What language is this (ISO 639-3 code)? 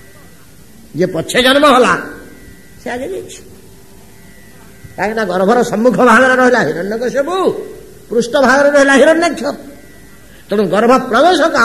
ori